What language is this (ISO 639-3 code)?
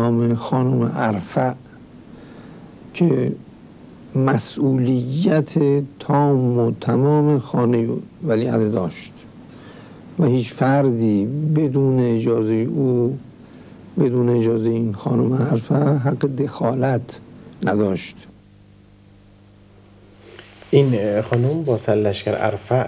fas